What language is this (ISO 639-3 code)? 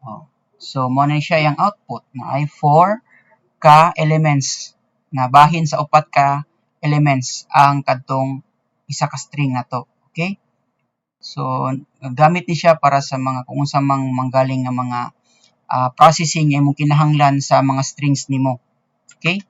ceb